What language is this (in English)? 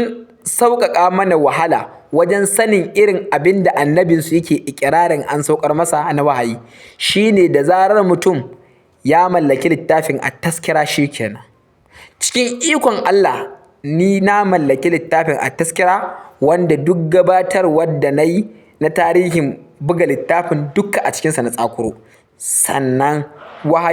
Hausa